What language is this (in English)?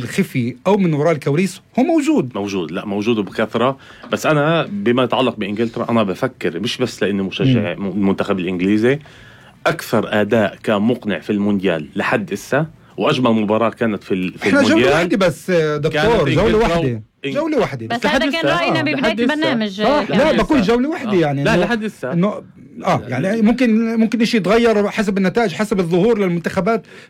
North Levantine Arabic